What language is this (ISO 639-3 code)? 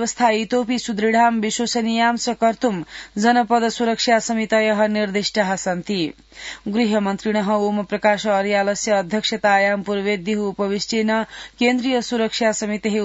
san